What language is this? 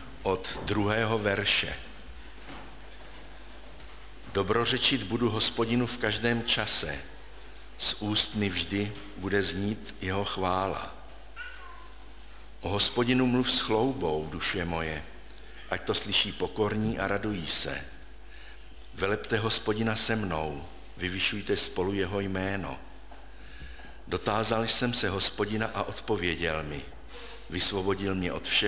Czech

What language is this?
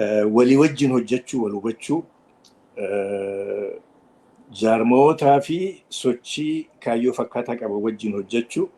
Oromo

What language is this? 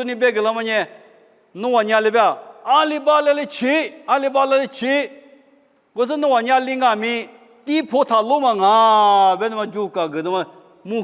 Lisu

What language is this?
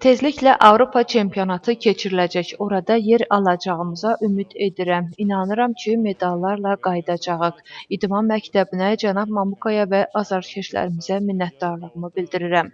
Azerbaijani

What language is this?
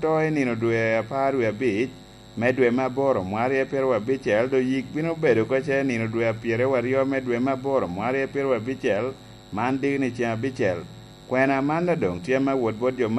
Lango (Uganda)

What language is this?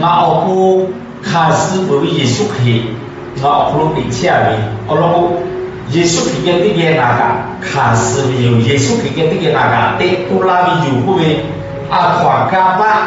Lahu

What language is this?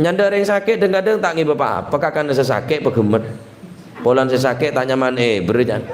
Madurese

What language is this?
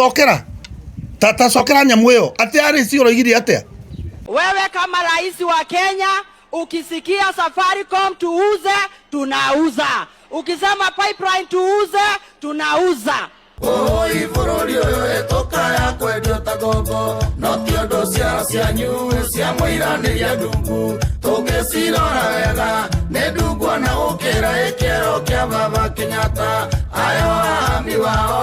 Kikuyu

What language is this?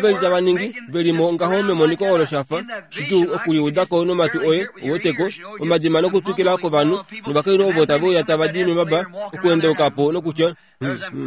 Kuanyama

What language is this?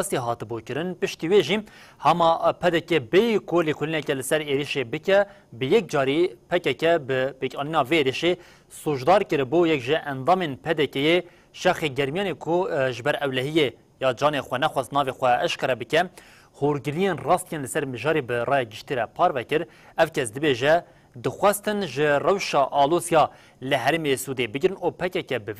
Kurdish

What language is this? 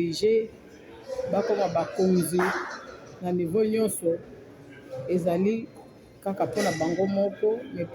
Lingala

